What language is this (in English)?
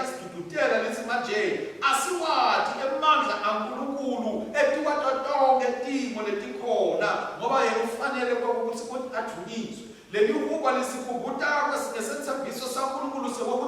Swati